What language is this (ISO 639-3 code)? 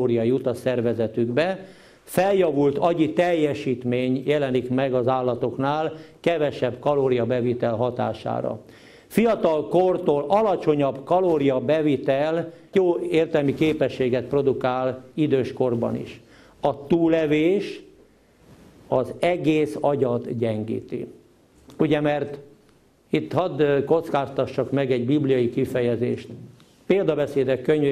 hun